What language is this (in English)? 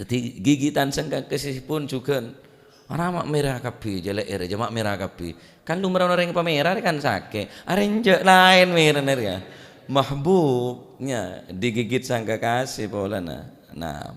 Madurese